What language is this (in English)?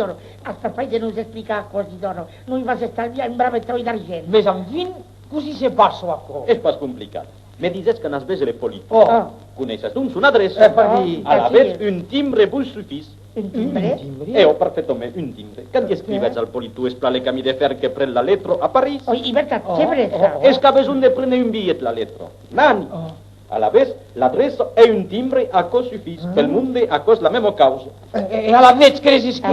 Occitan